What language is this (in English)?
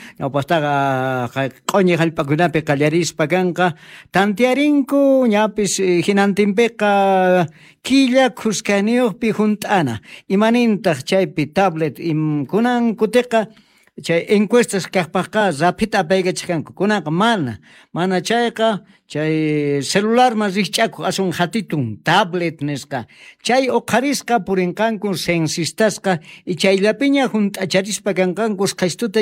Quechua